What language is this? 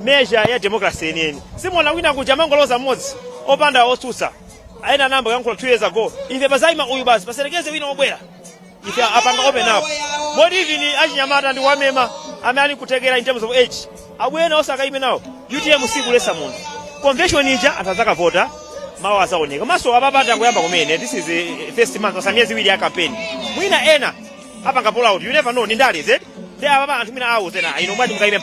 Nyanja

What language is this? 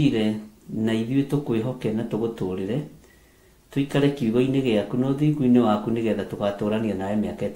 Kikuyu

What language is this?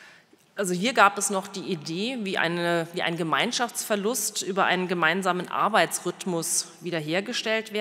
German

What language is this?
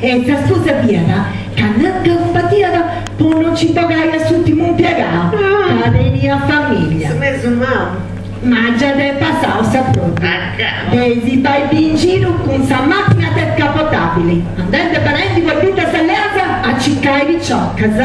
Sardinian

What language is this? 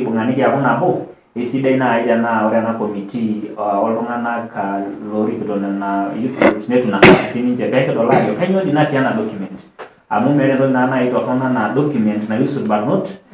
Masai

